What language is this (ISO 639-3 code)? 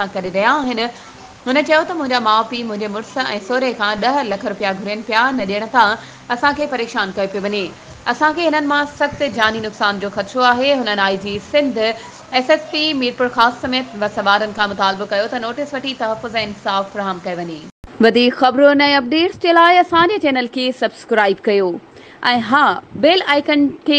snd